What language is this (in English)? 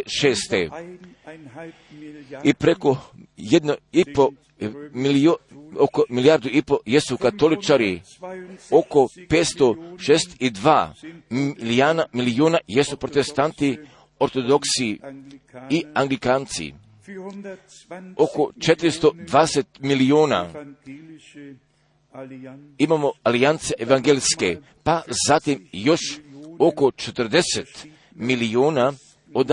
Croatian